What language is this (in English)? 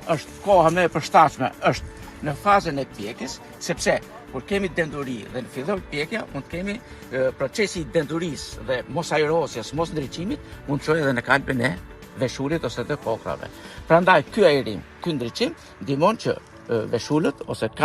Albanian